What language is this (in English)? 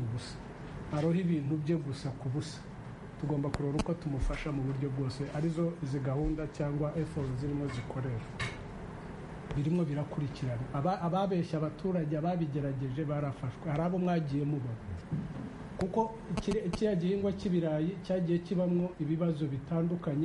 Kinyarwanda